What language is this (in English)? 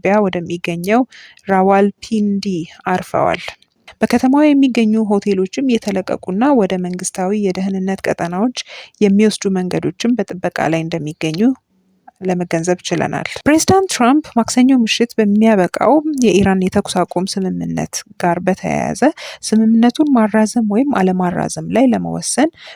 Amharic